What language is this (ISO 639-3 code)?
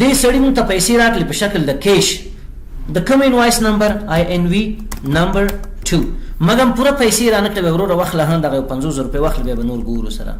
pus